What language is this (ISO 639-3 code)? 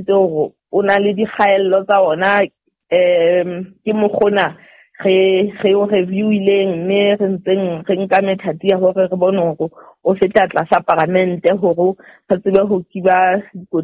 sot